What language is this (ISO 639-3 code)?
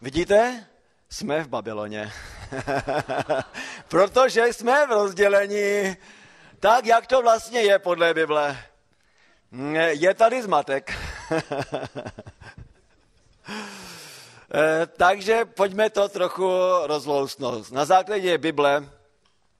ces